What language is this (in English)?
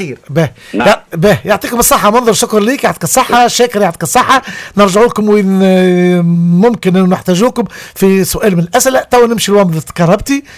Tunisian Arabic